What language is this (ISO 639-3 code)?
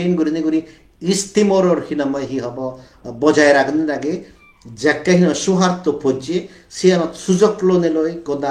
ccp